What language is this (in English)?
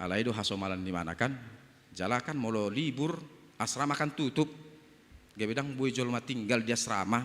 Batak Toba